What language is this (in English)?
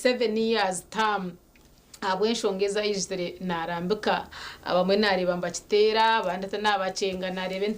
Nyankole